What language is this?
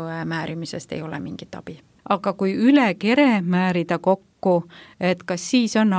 Estonian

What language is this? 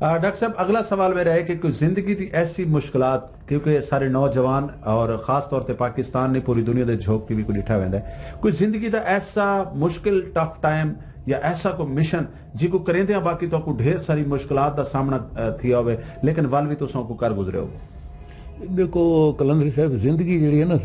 Saraiki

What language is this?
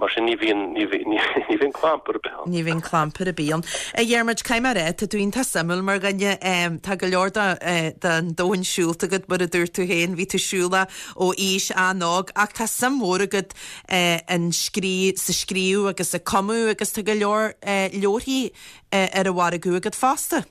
Irish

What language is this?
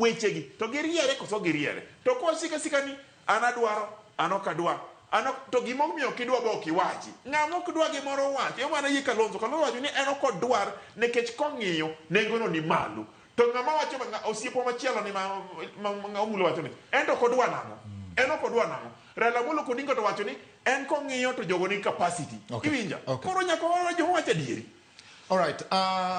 Luo (Kenya and Tanzania)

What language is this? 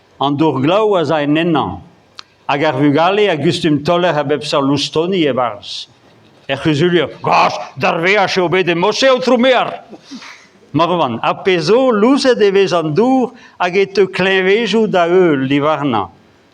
Breton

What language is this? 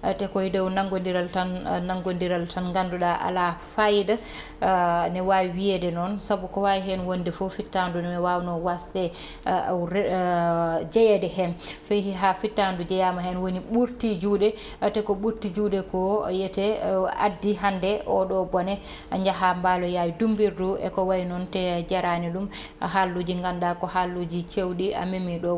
Fula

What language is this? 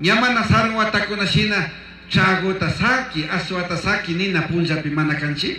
Chimborazo Highland Quichua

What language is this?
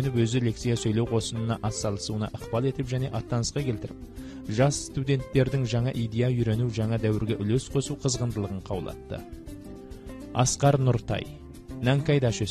Kazakh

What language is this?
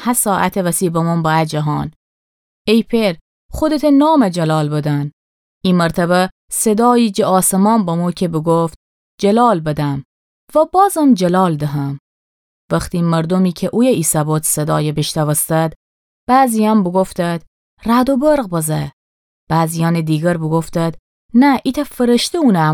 Gilaki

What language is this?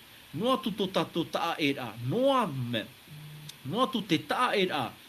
Tahitian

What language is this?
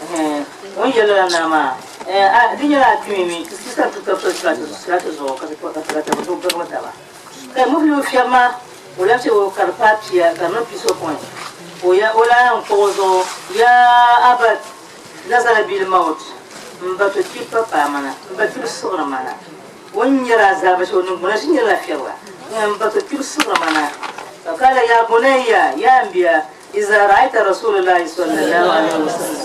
Dagbani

